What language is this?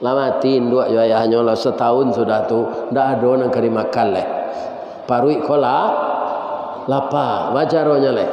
Minangkabau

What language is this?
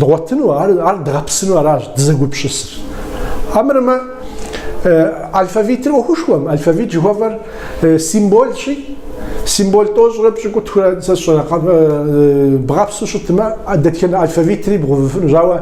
Kabardian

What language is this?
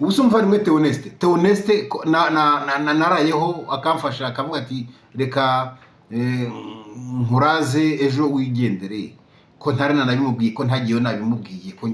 Kinyarwanda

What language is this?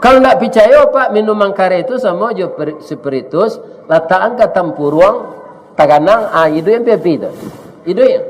Minangkabau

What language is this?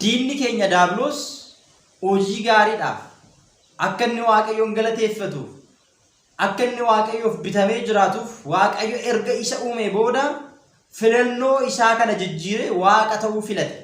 Oromo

